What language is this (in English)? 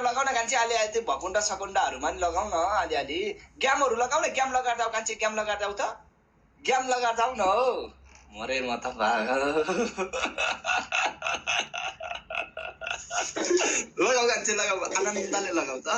Nepali